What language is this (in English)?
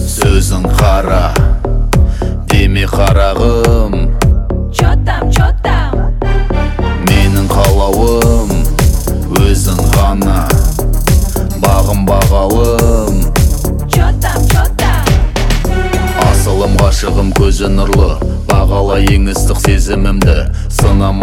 Kazakh